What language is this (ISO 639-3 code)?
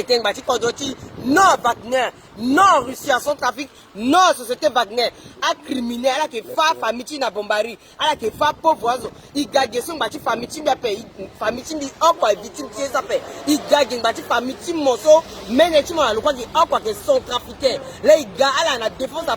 sag